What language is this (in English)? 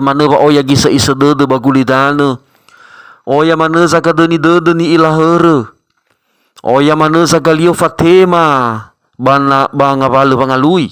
Nias